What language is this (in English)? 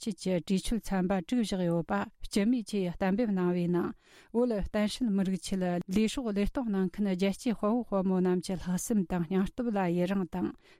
Tibetan